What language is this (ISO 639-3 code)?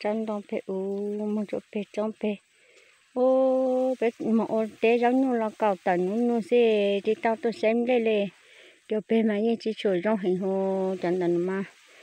hmn